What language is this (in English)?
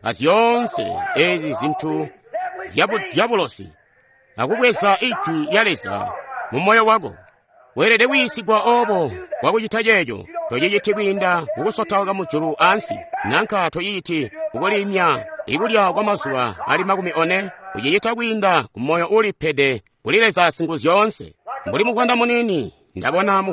Tonga (Zambia)